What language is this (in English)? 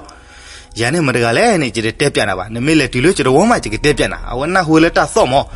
S'gaw Karen